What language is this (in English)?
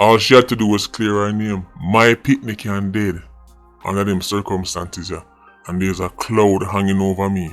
Jamaican Creole English